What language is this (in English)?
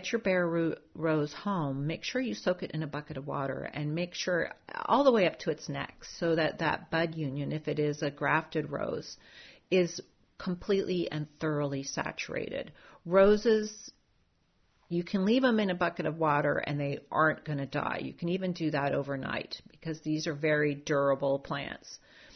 English